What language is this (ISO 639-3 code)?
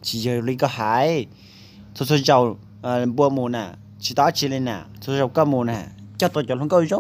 hmn